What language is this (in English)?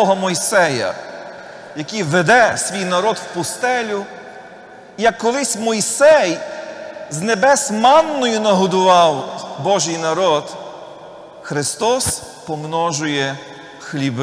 Ukrainian